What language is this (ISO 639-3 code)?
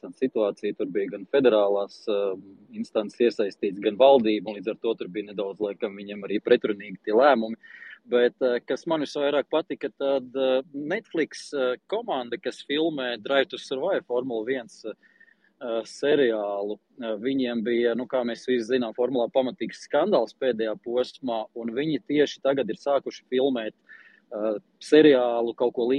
lav